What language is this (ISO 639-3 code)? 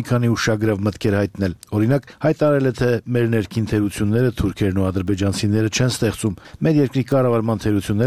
hye